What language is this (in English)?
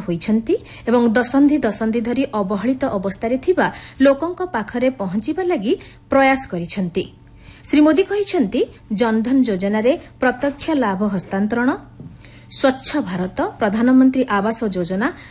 Odia